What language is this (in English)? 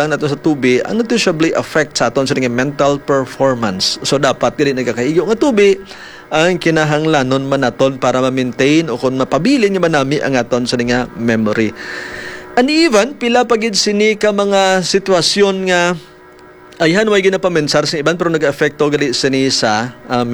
Hiligaynon